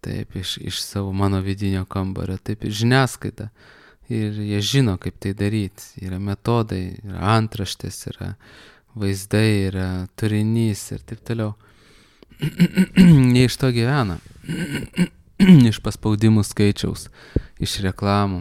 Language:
Lithuanian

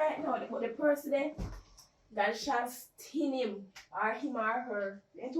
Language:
Jamaican Creole English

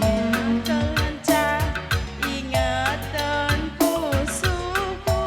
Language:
Batak Karo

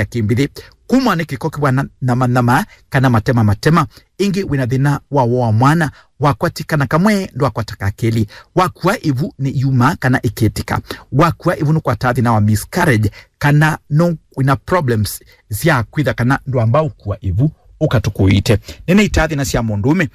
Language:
Kamba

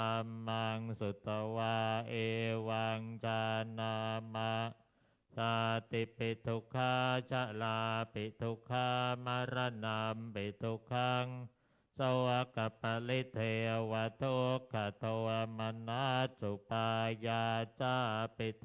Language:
Pali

